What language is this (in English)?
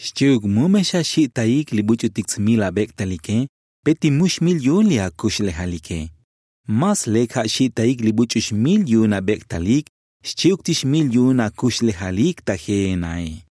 Tzotzil